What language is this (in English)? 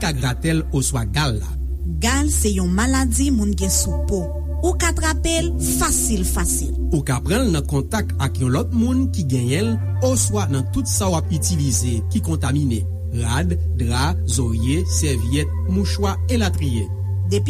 Haitian Creole